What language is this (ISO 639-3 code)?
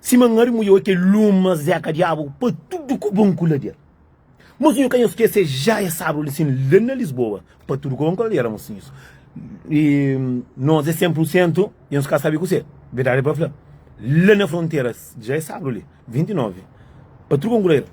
kea